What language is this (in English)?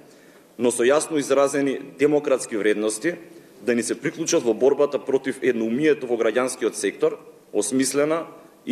Macedonian